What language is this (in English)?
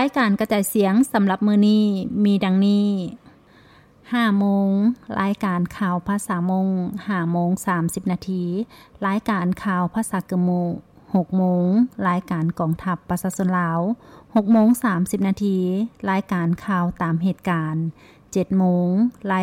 Lao